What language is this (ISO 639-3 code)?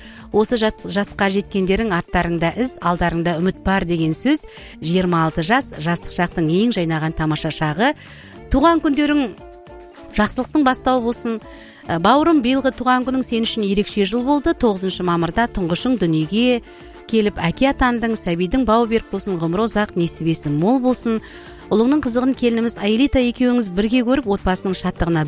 kaz